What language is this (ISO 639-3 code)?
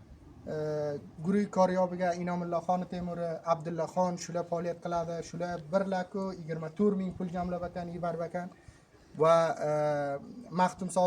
uzb